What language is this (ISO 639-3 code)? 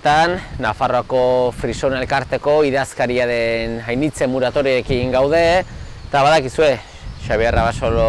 eus